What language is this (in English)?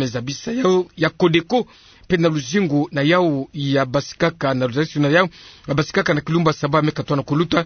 Kituba (Democratic Republic of Congo)